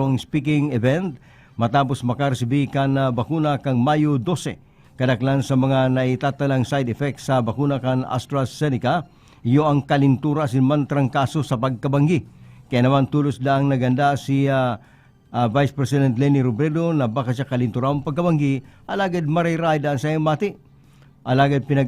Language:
Bikol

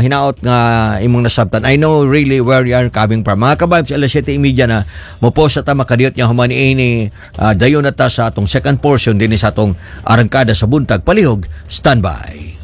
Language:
Cebuano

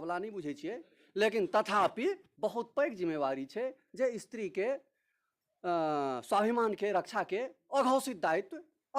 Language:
Maithili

